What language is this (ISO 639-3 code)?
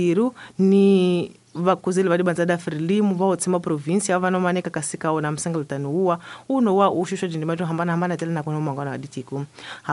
tso